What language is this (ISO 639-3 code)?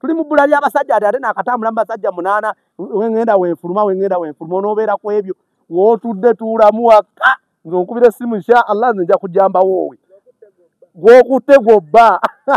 lug